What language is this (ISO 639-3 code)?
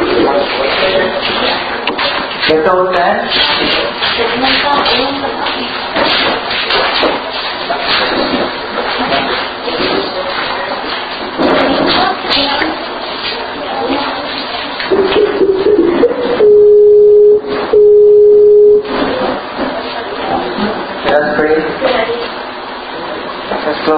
ceb